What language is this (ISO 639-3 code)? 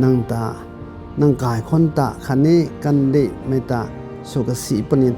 nbu